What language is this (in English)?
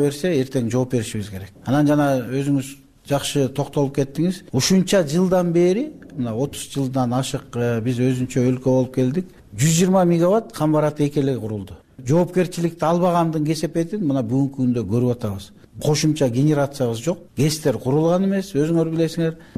Kyrgyz